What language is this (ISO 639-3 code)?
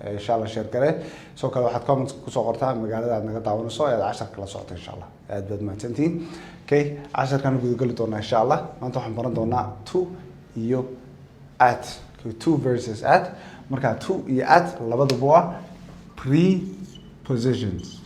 som